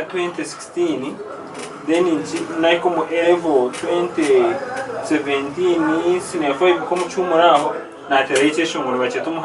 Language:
Nyankole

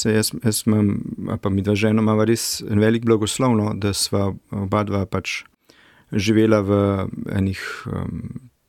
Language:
Slovenian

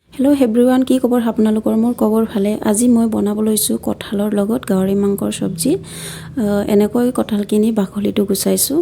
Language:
Assamese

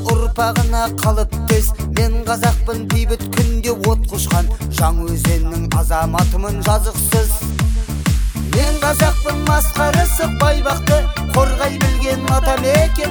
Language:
Kazakh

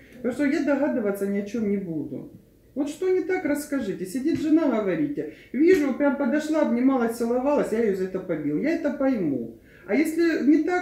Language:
Russian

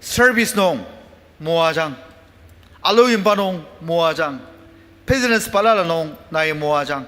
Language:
Ao Naga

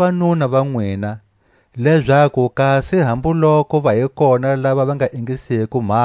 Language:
Tswa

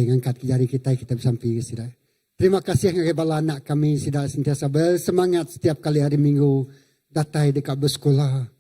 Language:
Iban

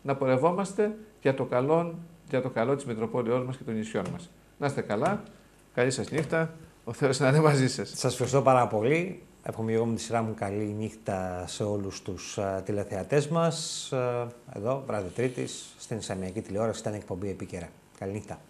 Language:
Greek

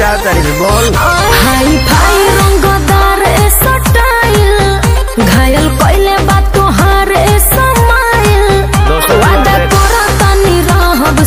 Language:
Bhojpuri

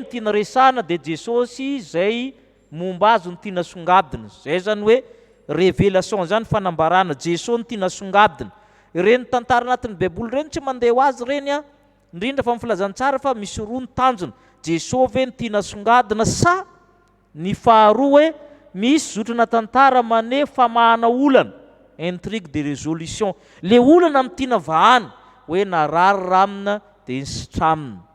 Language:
Malagasy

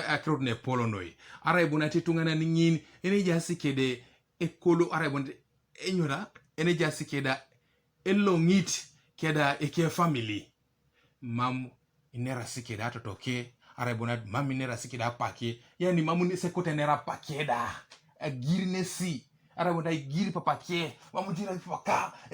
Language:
Teso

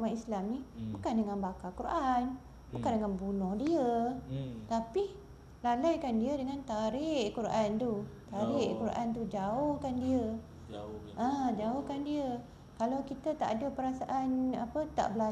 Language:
Malay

